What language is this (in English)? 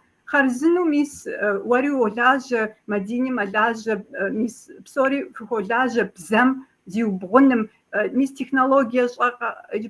Kabardian